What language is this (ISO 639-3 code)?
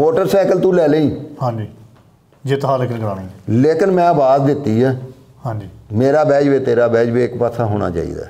pan